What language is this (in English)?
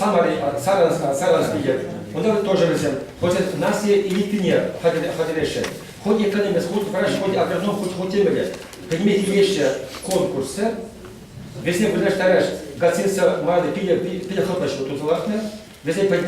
Chuvash